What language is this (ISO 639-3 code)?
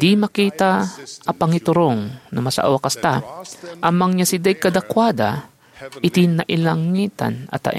ilo